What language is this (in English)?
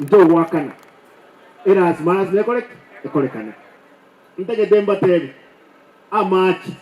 Gusii